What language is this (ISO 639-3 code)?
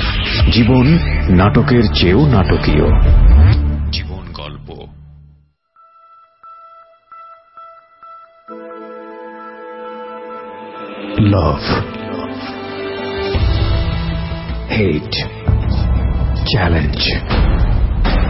ben